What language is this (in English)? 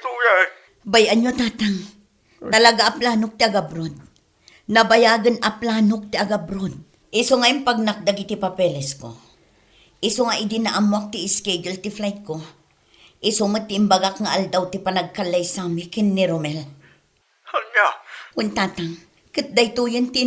Iloko